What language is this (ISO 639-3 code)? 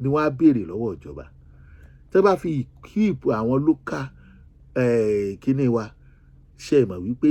yor